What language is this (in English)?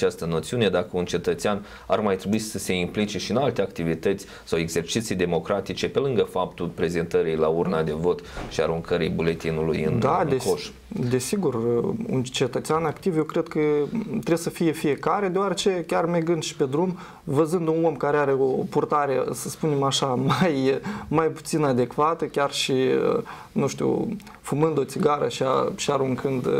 Romanian